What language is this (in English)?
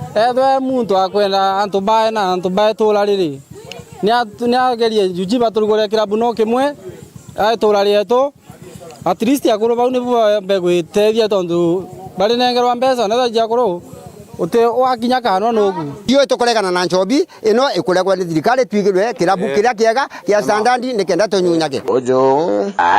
Meru